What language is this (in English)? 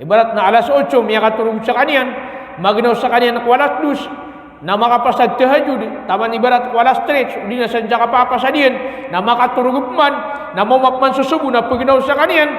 Maranao